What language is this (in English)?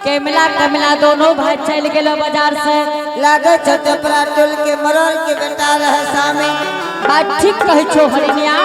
Angika